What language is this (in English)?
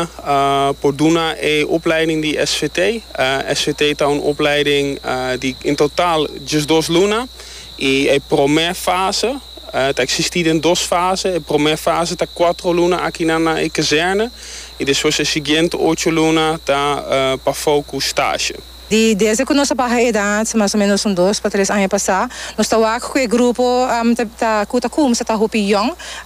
Papiamento